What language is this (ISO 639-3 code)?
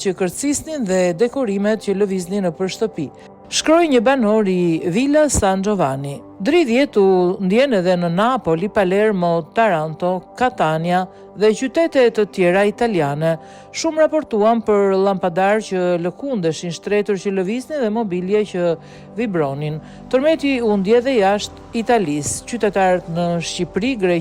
sqi